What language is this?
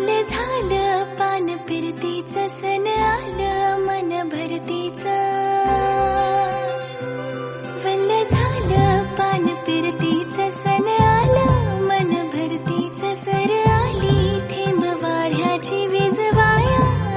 Marathi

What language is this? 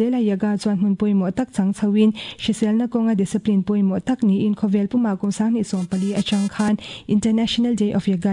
Mizo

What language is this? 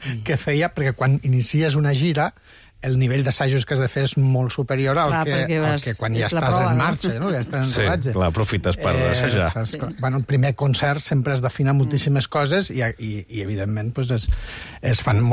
Catalan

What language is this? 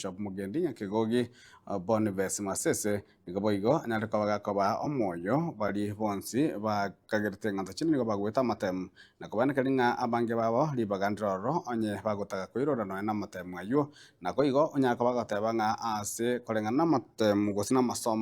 Gusii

